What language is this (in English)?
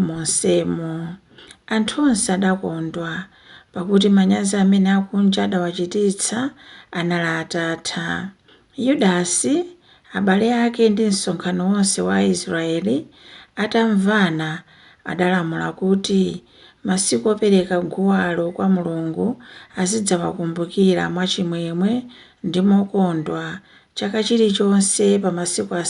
Nyanja